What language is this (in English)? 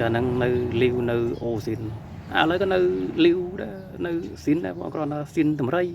Khmer